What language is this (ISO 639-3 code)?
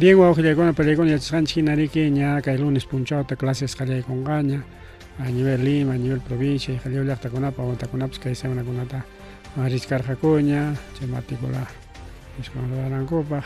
quy